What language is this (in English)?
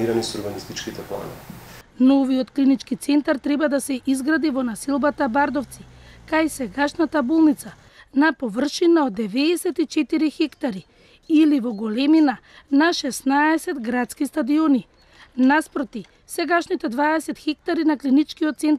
Macedonian